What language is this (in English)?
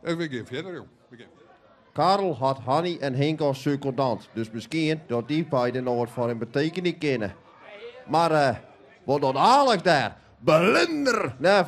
Western Frisian